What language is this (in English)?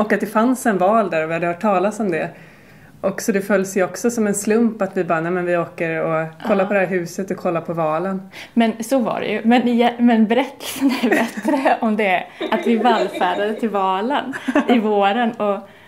Swedish